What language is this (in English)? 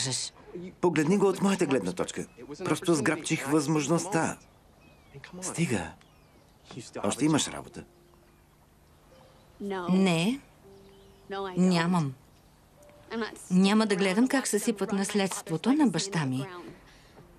Bulgarian